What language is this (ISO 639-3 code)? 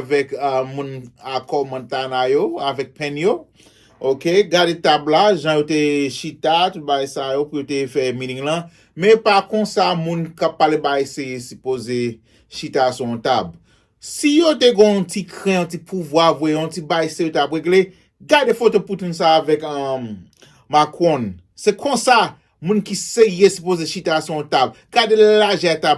hat